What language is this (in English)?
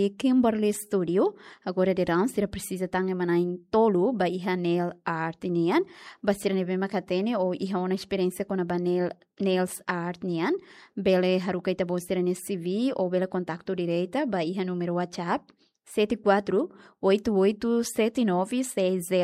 Tetum